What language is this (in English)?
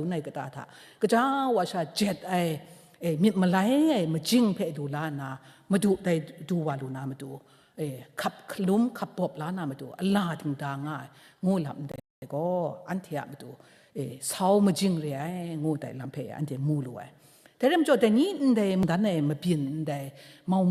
Kachin